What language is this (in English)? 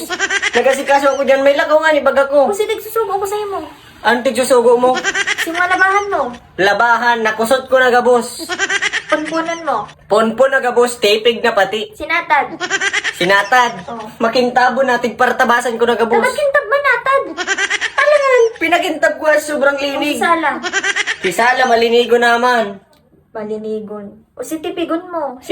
Bikol